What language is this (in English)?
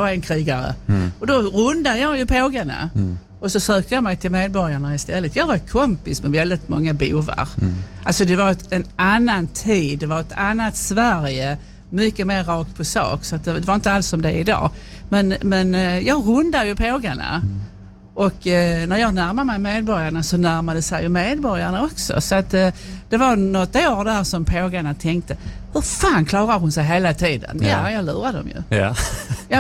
Swedish